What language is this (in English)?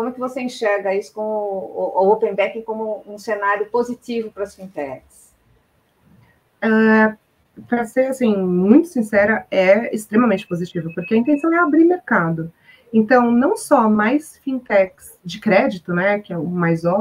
Portuguese